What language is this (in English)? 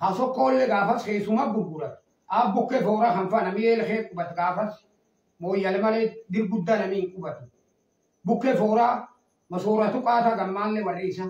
Oromo